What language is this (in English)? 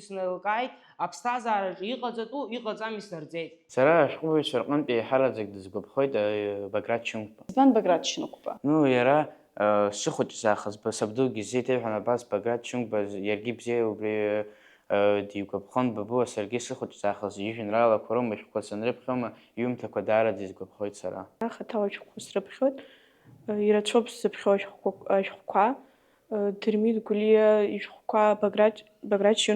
Abkhazian